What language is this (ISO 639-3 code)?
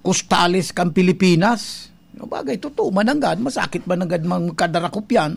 bik